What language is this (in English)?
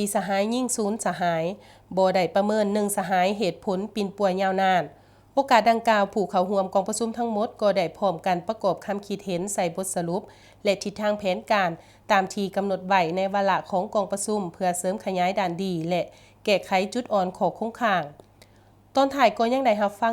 Lao